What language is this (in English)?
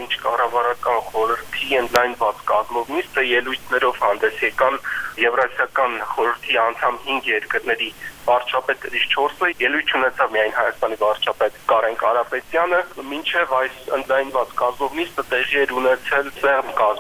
Armenian